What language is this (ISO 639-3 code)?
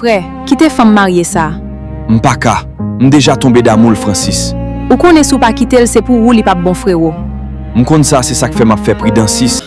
hat